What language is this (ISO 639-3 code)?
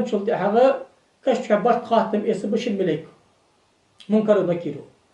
inh